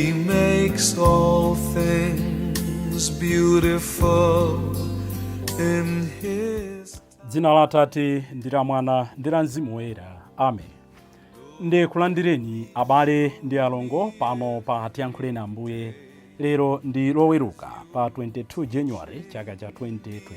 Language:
Nyanja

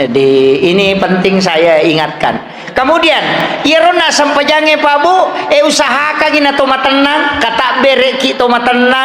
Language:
Buginese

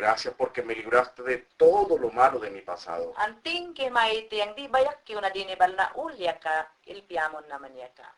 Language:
Mayangna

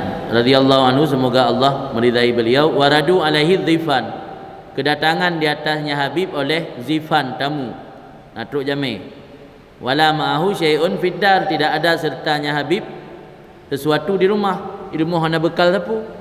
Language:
Achinese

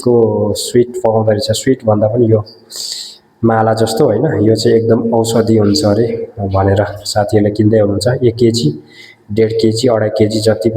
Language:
Nepali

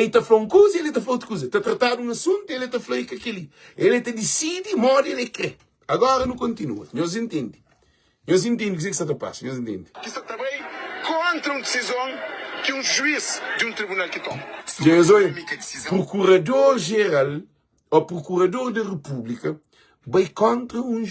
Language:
Kabuverdianu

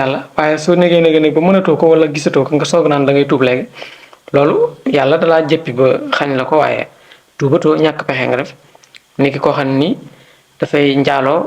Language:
Wolof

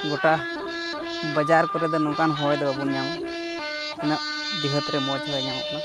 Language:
Santali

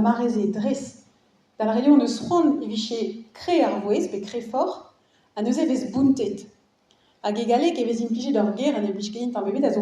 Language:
Breton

